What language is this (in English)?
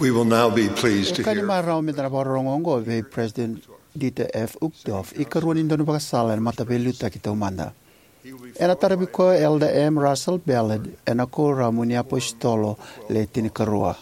Fijian